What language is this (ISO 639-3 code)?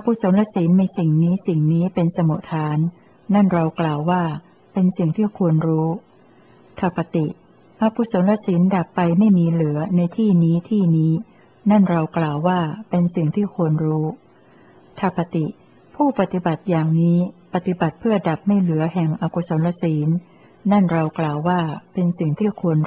tha